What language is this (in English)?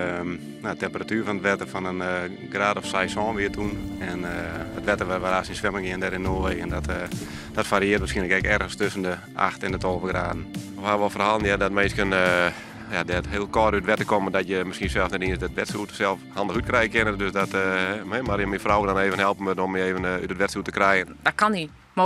Western Frisian